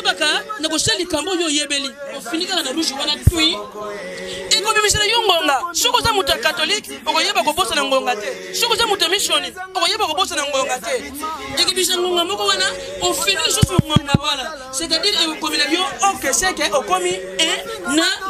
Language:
Lingala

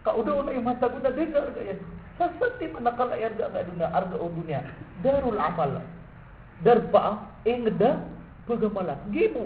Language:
Maranao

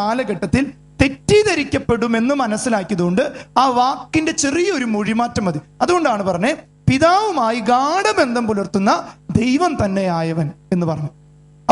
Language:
Malayalam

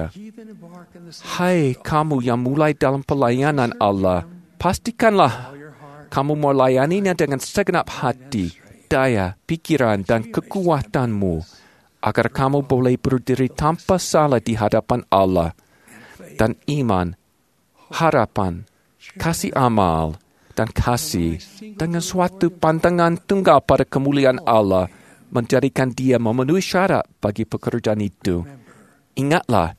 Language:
Indonesian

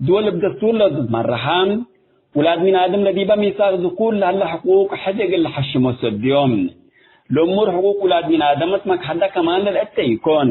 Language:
Tigre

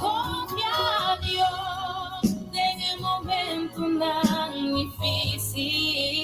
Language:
Papiamento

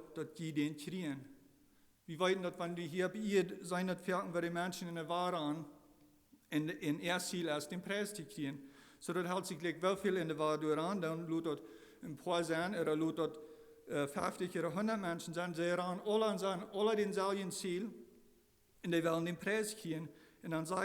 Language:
Plautdietsch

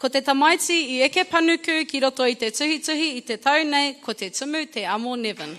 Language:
Māori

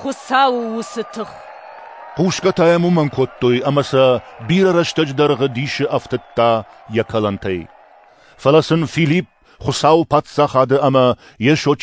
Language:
Ossetic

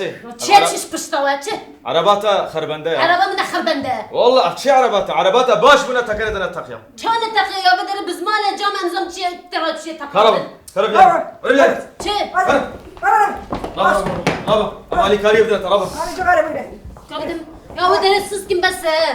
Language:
Kurdish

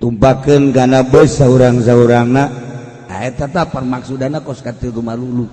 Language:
Sundanese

